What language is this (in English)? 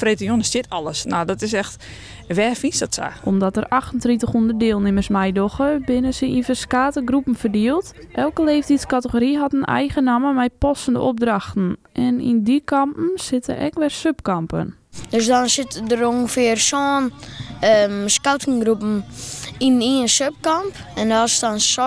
Western Frisian